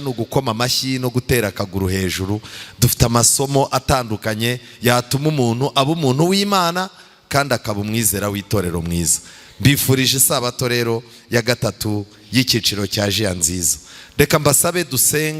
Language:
Kinyarwanda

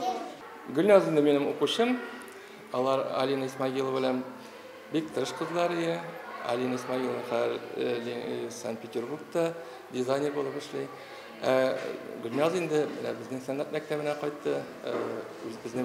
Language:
Tatar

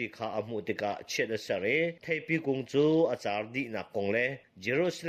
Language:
Hakha Chin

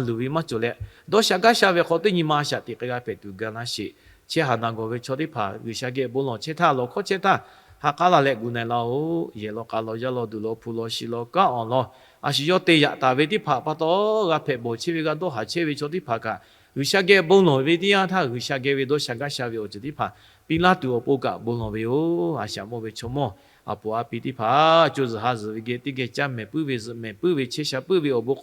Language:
Lahu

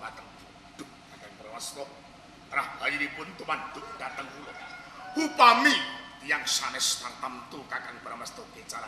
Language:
Javanese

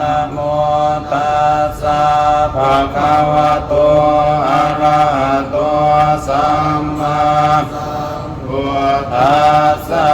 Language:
Pali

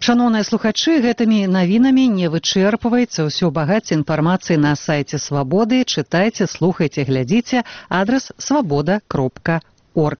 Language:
Belarusian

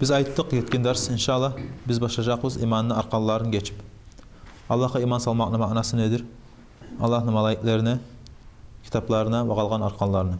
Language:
Kumyk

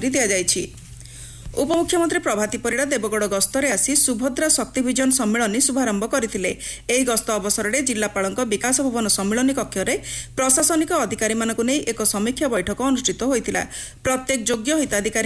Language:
Odia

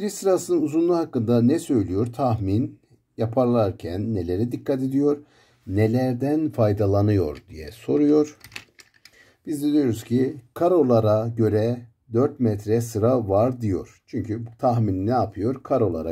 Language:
Turkish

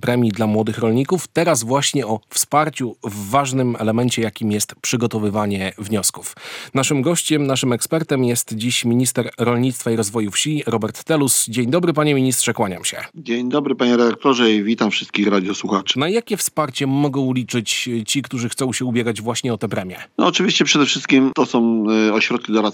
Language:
Polish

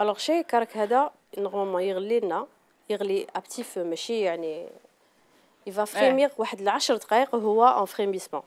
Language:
Algerian Arabic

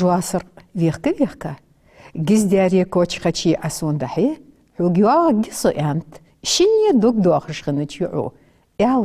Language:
Ingush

